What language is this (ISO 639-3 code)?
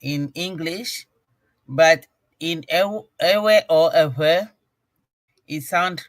ewe